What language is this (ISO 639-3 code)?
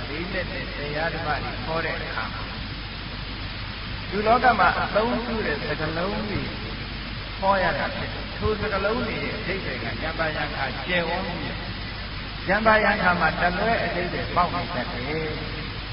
mya